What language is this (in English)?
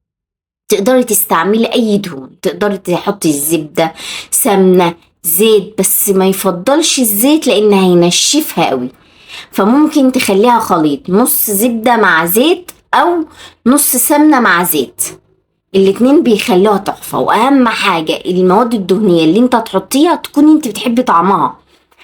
Egyptian Arabic